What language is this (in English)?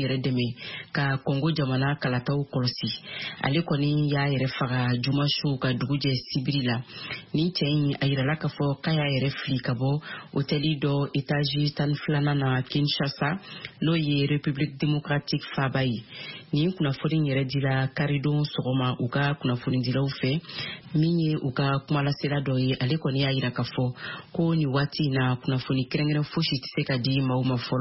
Bambara